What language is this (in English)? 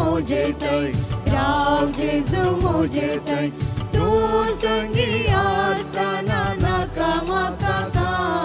Konkani